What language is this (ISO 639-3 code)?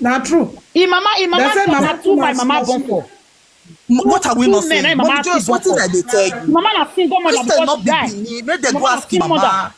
pcm